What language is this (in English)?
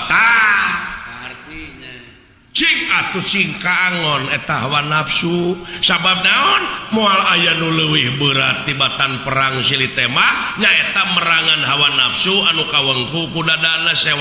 Sundanese